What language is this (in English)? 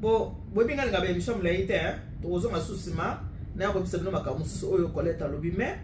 Lingala